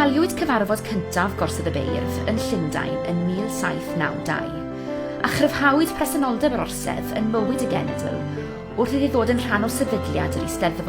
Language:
Welsh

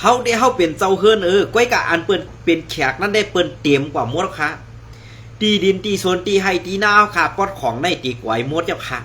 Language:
Shan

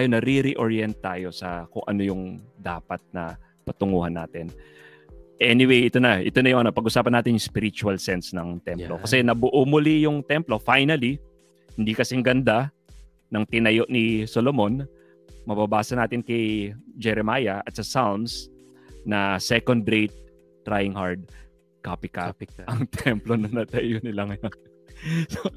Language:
Filipino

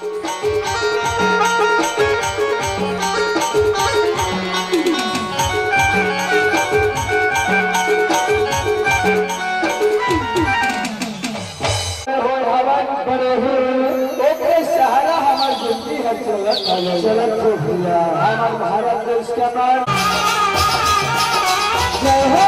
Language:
Chhattisgarhi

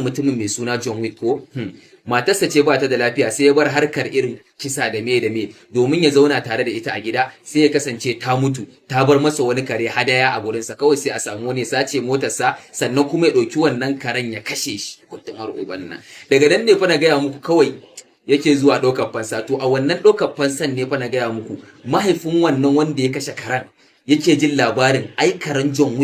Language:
Hausa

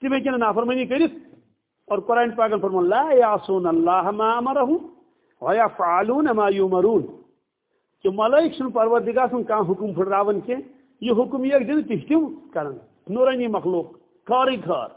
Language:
Kashmiri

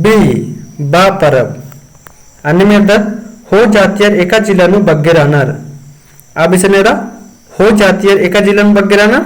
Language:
Kurukh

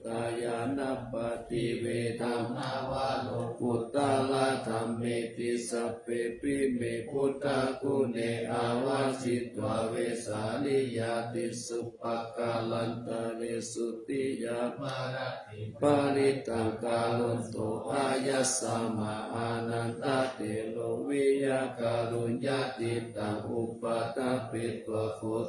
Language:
Pali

